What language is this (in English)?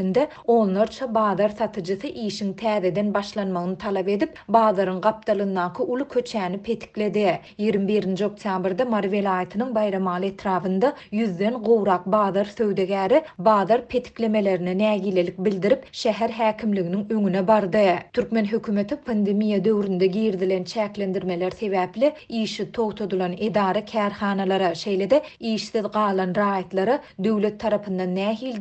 Turkmen